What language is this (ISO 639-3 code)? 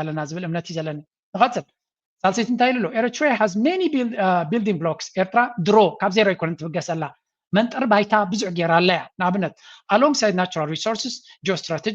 tir